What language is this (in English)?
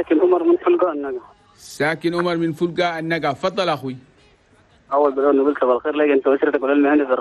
Chadian Arabic